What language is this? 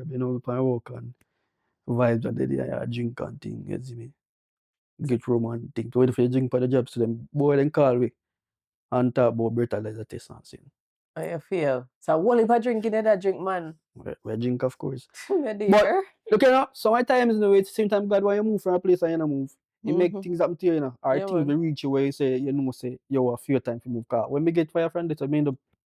Jamaican Creole English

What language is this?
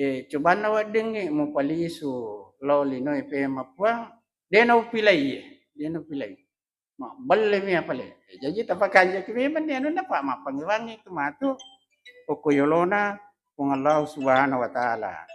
Buginese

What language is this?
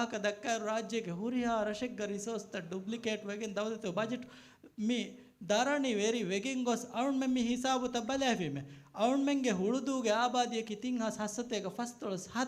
Divehi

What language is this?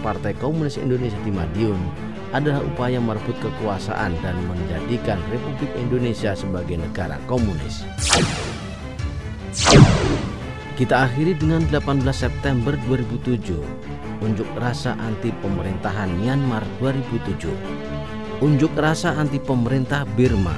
Indonesian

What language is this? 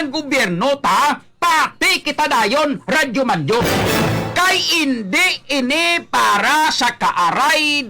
Hiligaynon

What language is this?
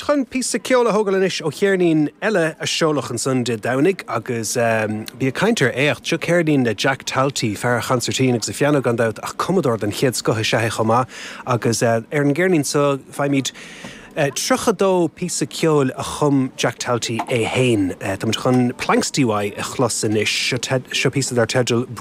Irish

